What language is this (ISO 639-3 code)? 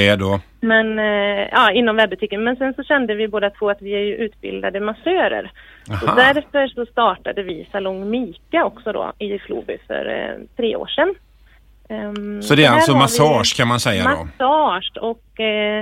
swe